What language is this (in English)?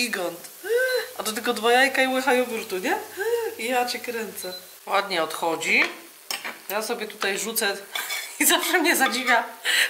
Polish